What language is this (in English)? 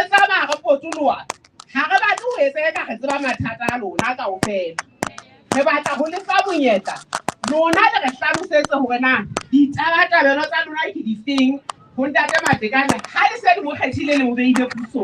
Southern Sotho